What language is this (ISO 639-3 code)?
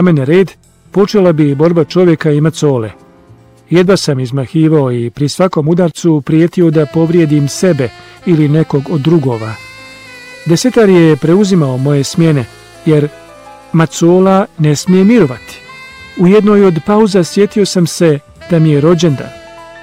hrv